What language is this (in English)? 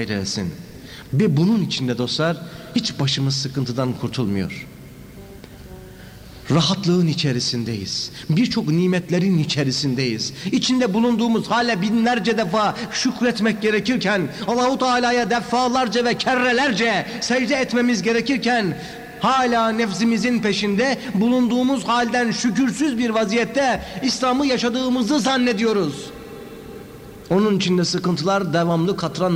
Turkish